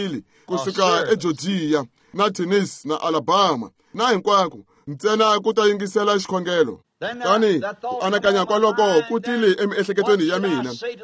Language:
Tsonga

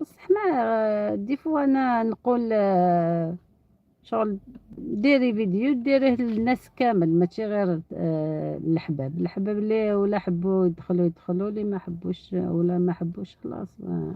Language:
Algerian Arabic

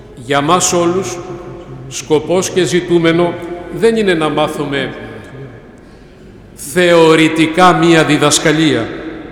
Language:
Greek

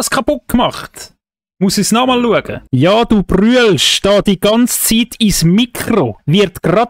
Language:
Swiss German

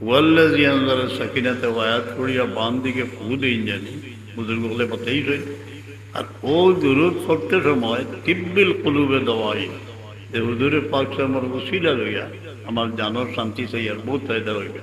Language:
Sylheti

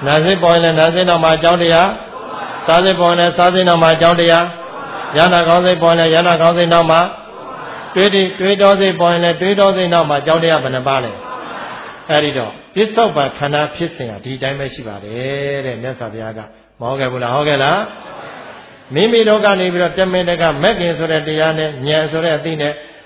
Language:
Burmese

